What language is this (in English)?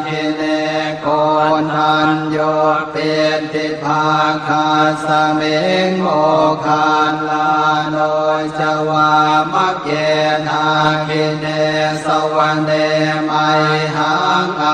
Pali